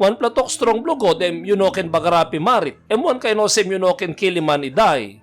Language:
Tok Pisin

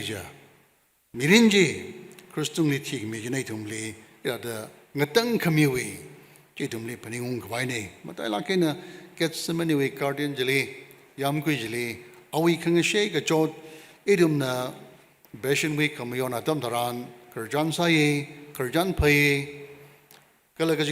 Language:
Tangkhul Naga (India)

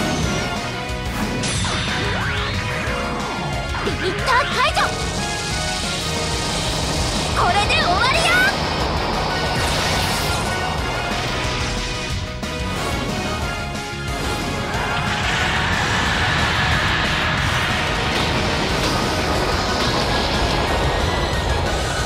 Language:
Japanese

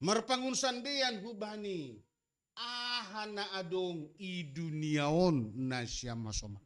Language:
Batak Simalungun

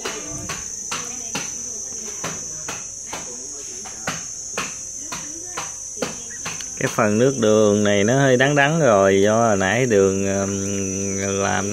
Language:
Vietnamese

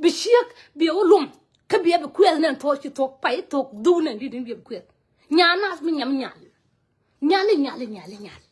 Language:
Nuer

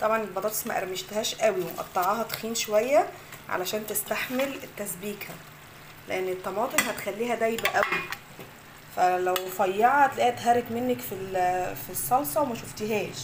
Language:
Egyptian Arabic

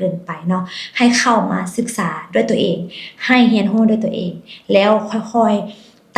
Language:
Lao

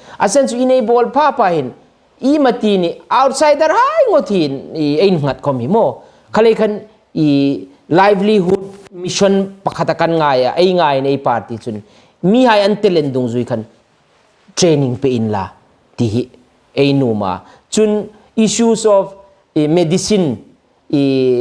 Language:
Hmar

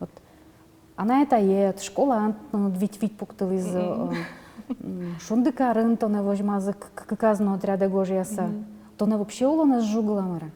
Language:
Udmurt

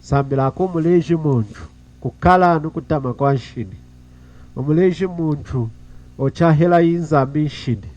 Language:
Lunda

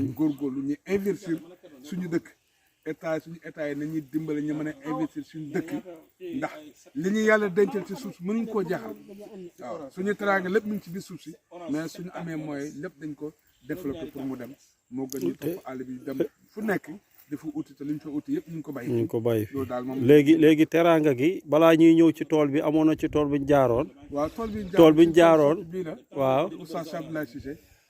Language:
Wolof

